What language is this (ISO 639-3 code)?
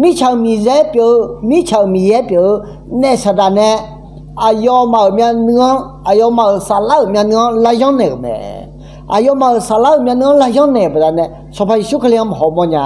ahk